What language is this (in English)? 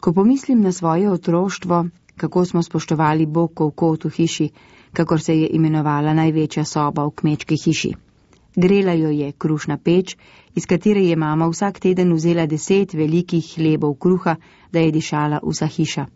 Slovenian